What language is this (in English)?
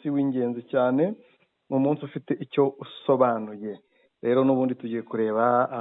Kinyarwanda